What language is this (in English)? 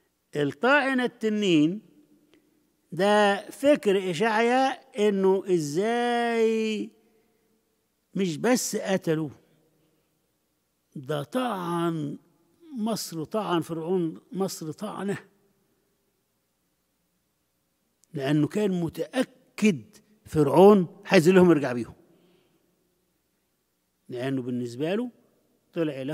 Egyptian Arabic